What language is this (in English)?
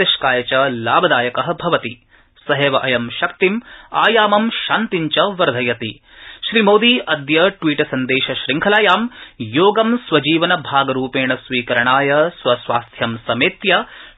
Sanskrit